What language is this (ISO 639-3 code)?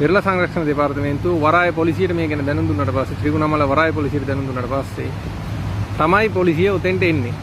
sin